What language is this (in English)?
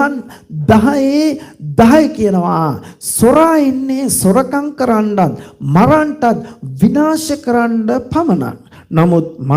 Sinhala